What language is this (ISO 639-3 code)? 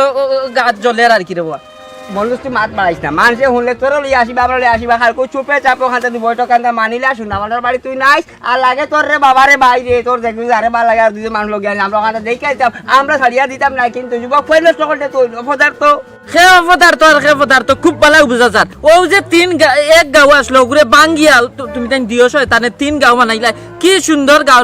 syl